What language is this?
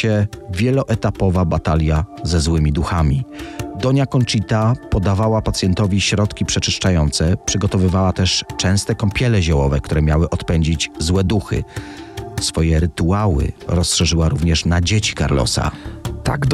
Polish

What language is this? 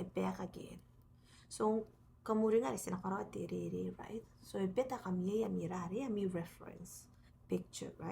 Gilbertese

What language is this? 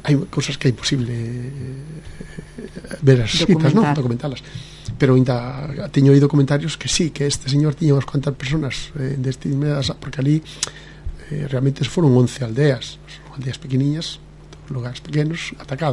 Galician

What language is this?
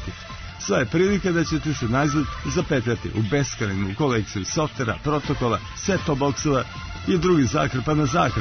Serbian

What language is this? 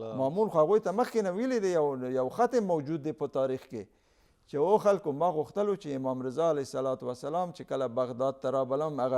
Pashto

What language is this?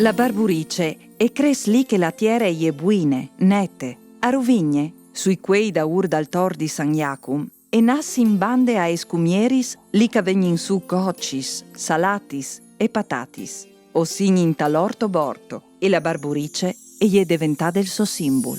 Friulian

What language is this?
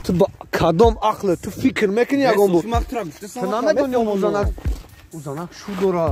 Tajik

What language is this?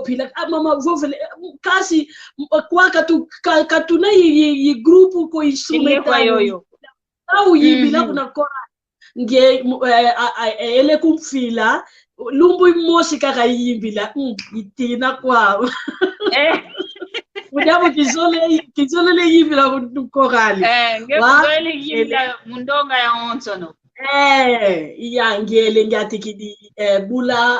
San Salvador Kongo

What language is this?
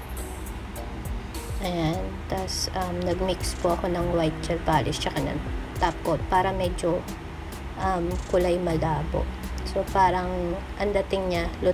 Filipino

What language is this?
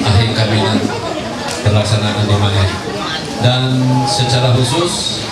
Ma'anyan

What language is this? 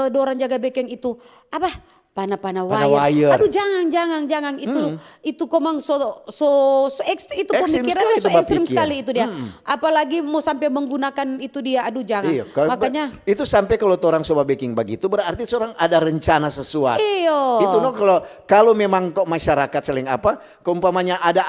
Manado Malay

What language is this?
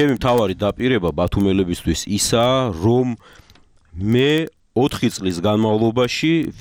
Georgian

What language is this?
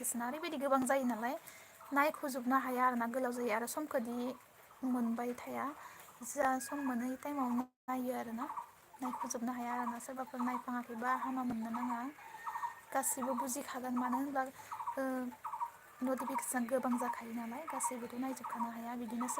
Bodo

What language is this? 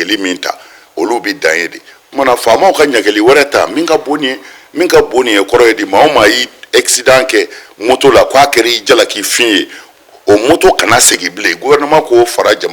Bambara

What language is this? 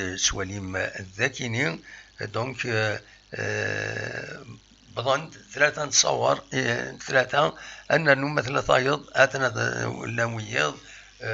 Kabyle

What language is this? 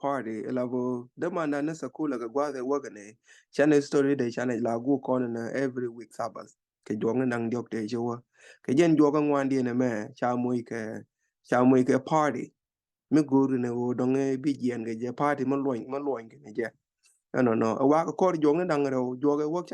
Nuer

